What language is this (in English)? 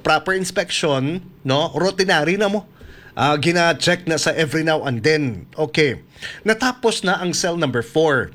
Hiligaynon